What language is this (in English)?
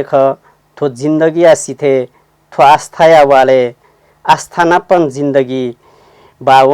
Newari